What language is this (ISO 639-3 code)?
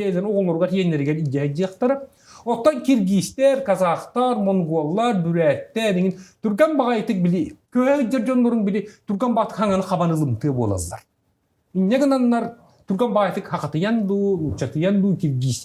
sah